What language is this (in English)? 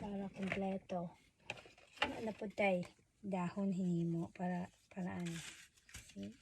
Cebuano